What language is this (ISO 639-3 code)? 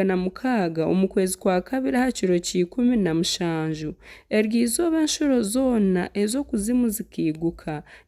nyn